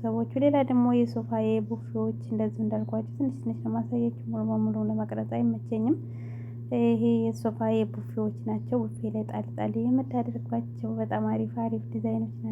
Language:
Amharic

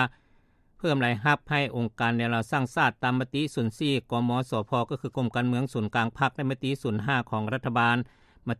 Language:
Lao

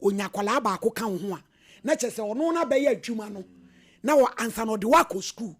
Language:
Akan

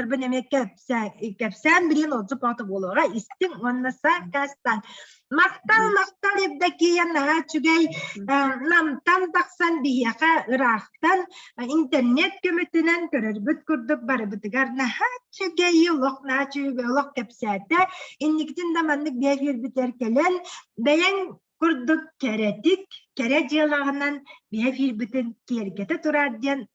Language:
Yakut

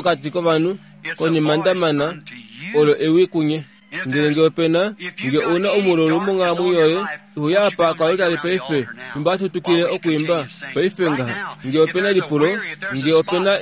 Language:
Kuanyama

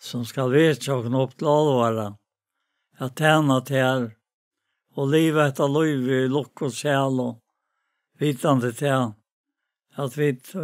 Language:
Faroese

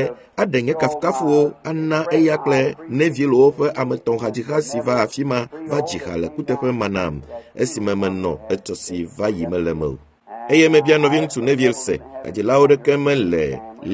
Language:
Ewe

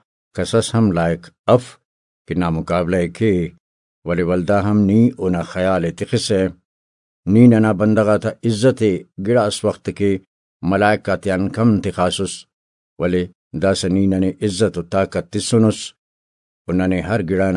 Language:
Brahui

